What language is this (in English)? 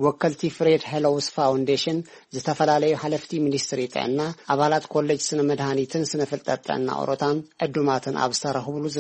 Tigrinya